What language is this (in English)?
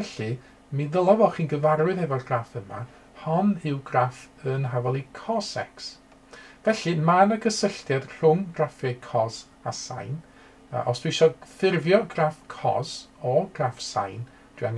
Welsh